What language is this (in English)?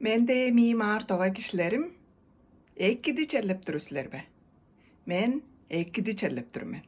Tuvinian